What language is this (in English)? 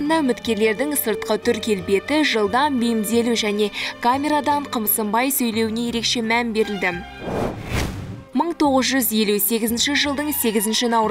Kazakh